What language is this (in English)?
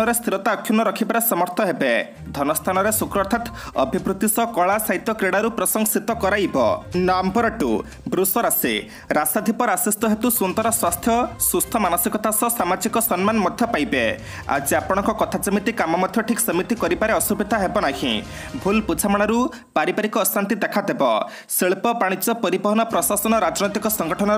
Odia